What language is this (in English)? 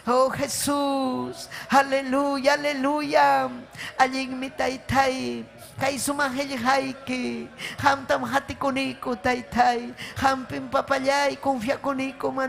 Ayacucho Quechua